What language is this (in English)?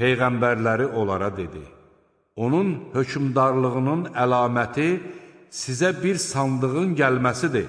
Azerbaijani